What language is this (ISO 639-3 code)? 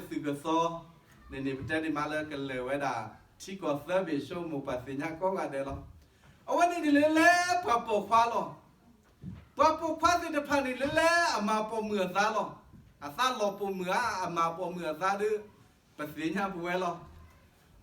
ksw